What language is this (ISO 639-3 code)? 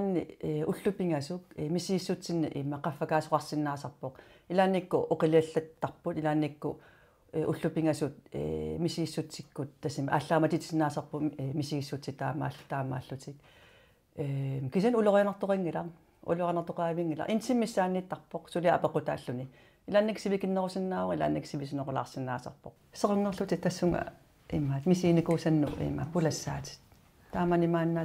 kal